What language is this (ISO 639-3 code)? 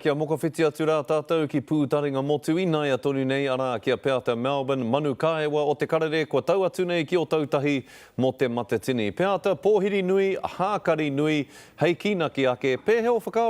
mri